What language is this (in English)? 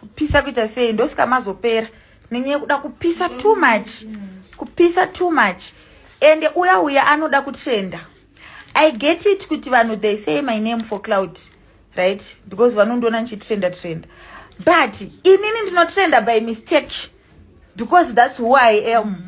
Shona